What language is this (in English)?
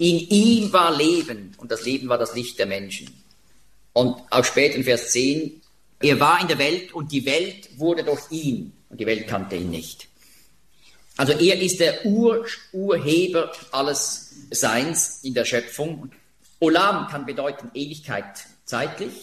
German